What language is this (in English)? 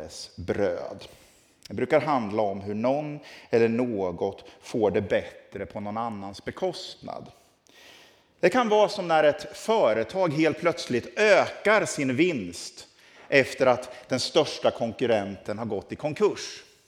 Swedish